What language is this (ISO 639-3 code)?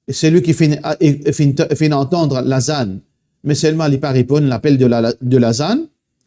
mfe